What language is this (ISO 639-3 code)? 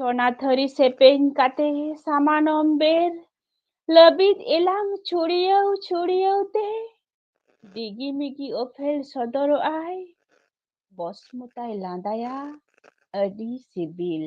sat